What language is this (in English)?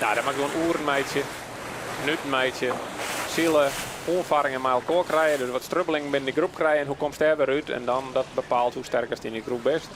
Western Frisian